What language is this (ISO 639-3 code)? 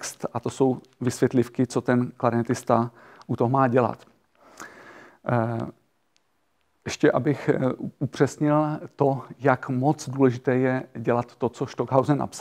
ces